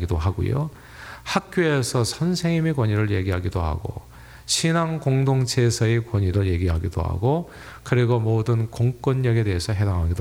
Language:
Korean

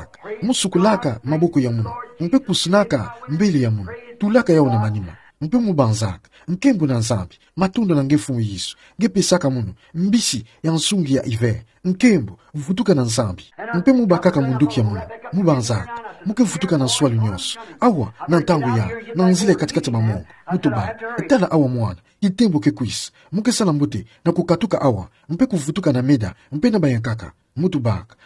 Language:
Kituba (Democratic Republic of Congo)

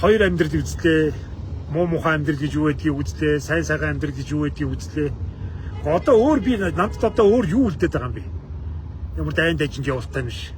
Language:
Mongolian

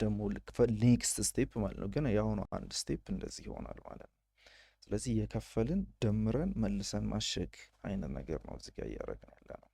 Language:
Amharic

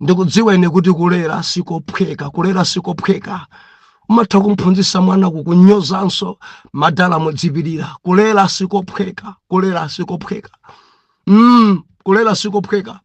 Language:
Nyanja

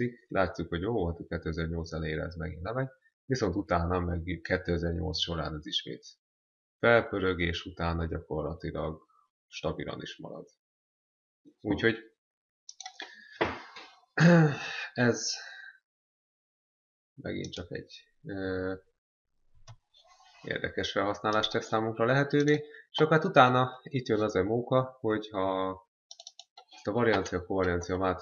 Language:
Hungarian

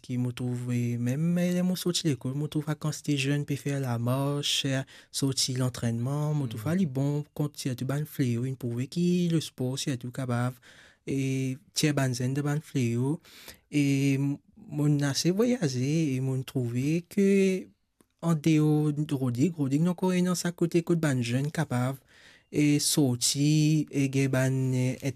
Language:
Morisyen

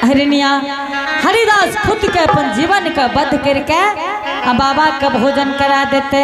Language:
Angika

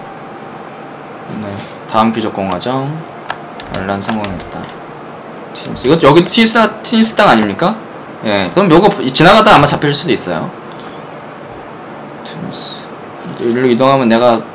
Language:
Korean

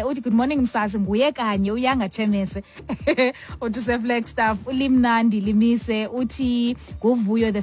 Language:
Xhosa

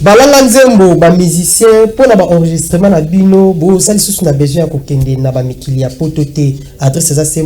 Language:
Lingala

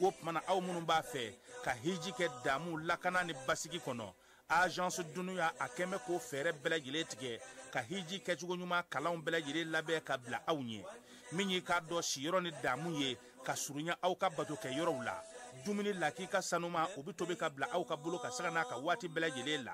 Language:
Bambara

